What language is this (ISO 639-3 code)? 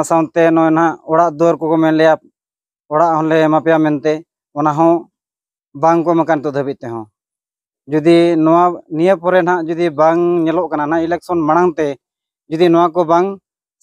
sat